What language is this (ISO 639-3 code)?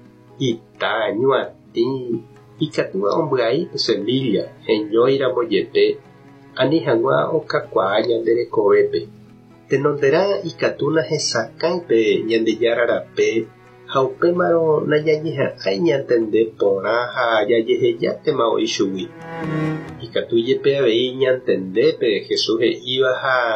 grn